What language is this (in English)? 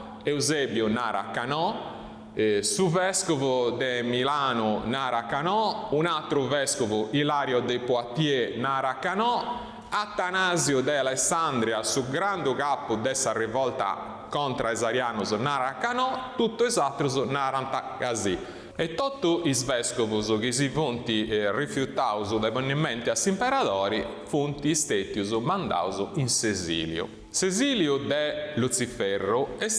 Sardinian